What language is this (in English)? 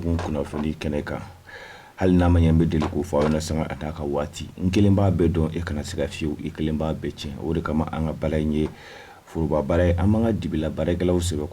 Bambara